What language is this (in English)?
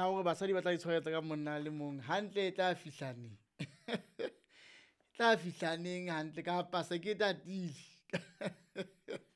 Southern Sotho